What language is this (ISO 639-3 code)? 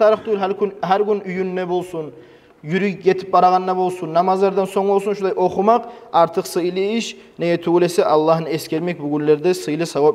kum